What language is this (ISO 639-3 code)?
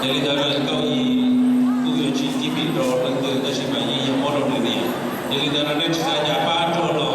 hmn